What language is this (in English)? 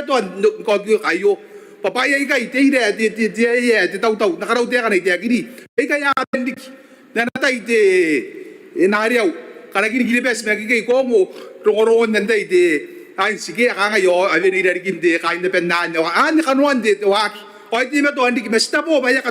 Gilbertese